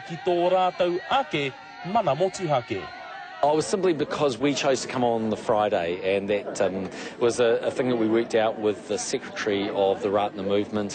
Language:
Māori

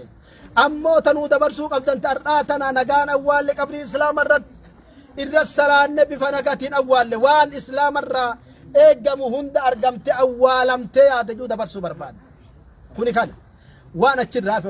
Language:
Oromo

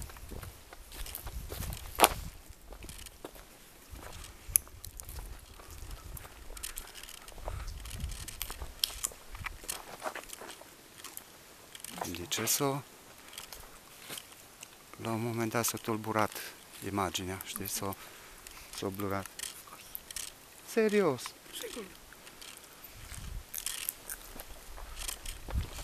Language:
Romanian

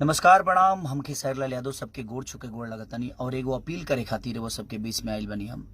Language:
Bhojpuri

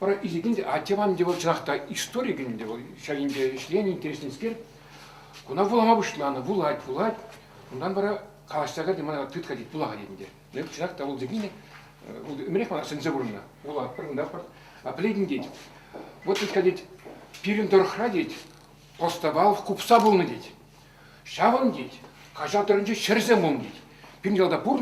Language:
Chuvash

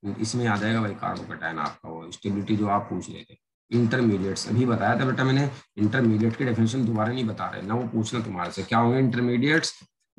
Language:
Hindi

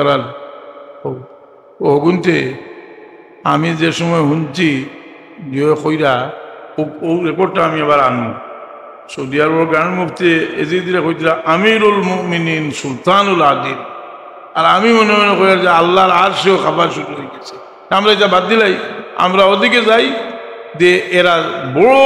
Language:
Sylheti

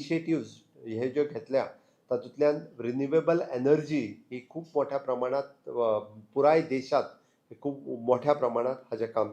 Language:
Konkani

